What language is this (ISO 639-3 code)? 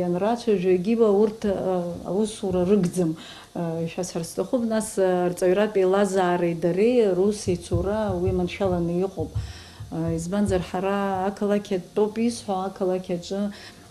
abk